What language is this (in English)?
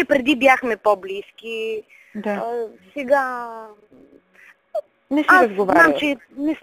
Bulgarian